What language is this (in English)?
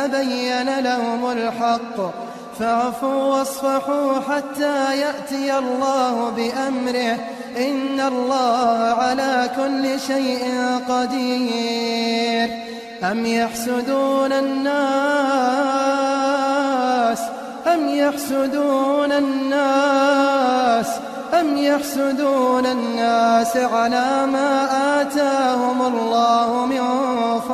Arabic